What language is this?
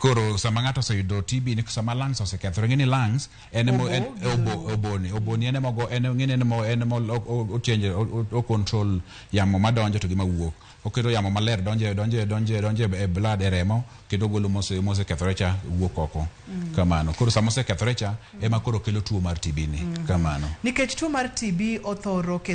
Luo (Kenya and Tanzania)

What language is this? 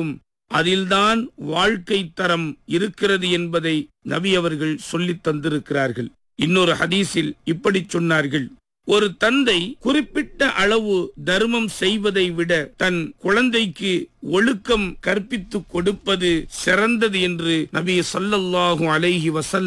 Tamil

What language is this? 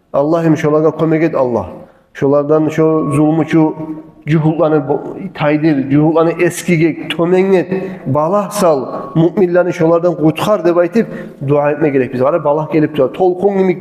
Kumyk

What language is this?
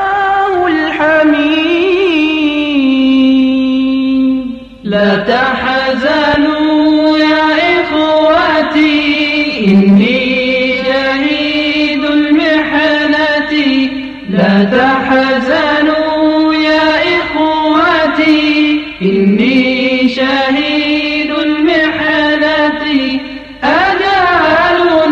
Bosnian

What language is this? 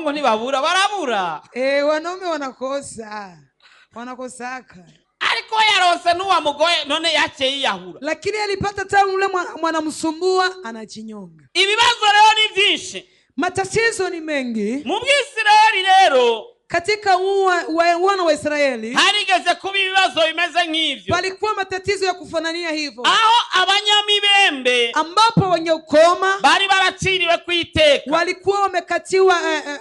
Rundi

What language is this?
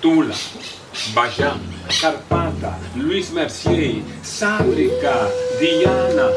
Papiamento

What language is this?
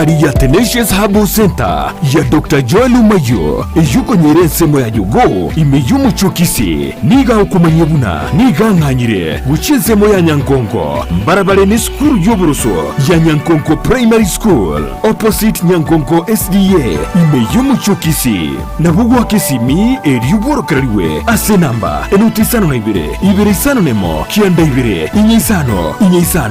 Gusii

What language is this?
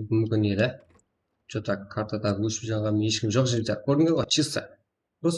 Kara-Kalpak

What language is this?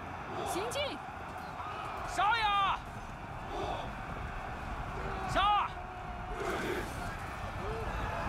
Chinese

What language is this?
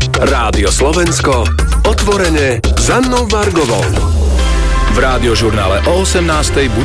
Slovak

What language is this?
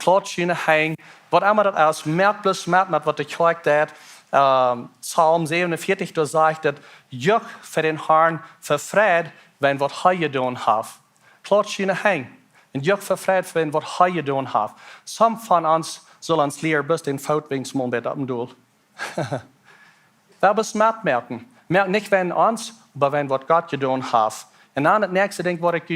Plautdietsch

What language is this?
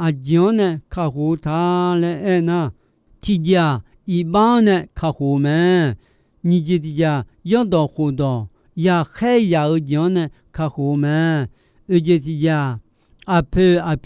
Akha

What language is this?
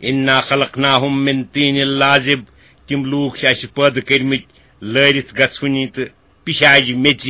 Kashmiri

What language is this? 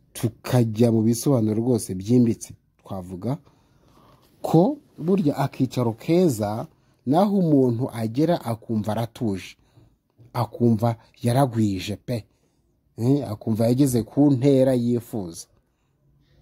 Kinyarwanda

